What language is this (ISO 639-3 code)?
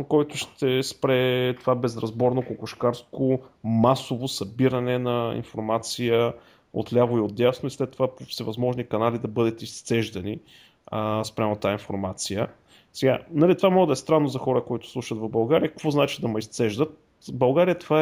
bul